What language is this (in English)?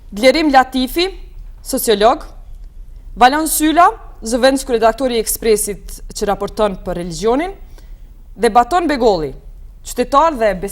Albanian